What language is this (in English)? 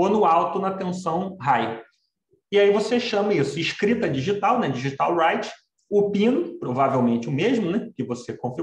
Portuguese